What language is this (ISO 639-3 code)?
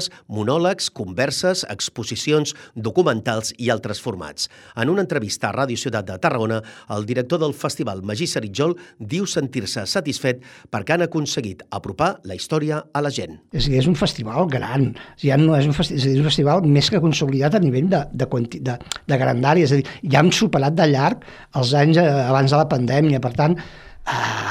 cat